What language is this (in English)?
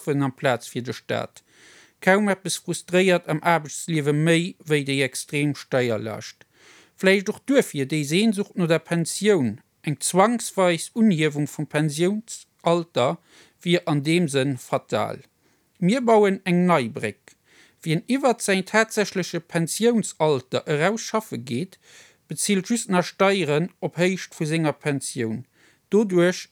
Luxembourgish